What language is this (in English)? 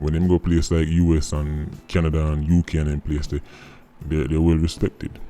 Jamaican Creole English